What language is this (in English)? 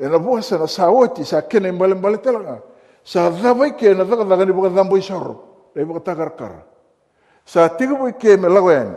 Fijian